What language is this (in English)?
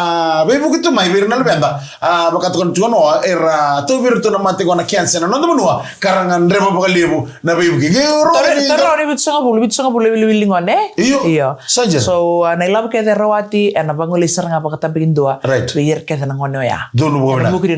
Fijian